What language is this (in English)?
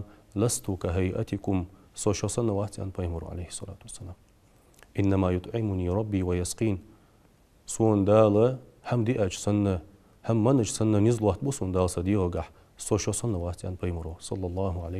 Ingush